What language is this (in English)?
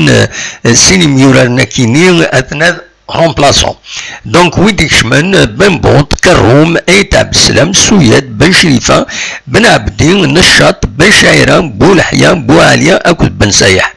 Kabyle